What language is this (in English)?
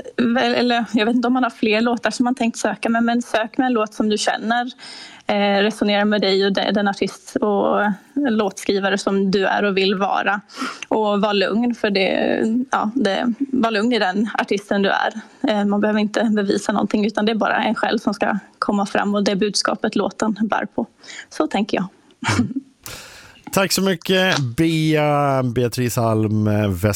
Swedish